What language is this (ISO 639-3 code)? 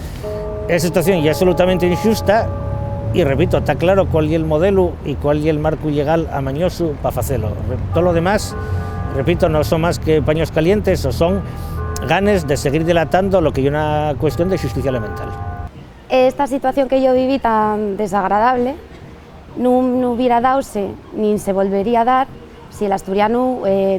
ast